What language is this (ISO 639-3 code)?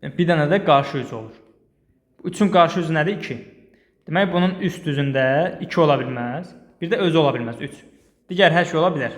aze